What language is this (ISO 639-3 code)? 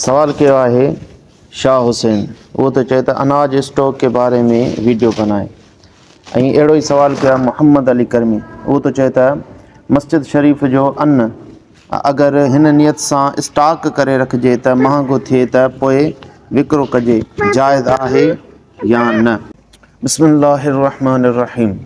snd